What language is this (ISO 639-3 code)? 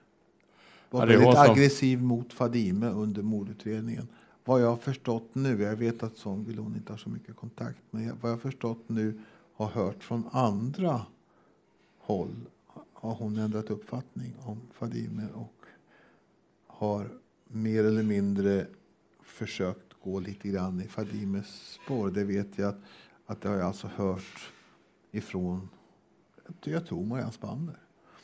swe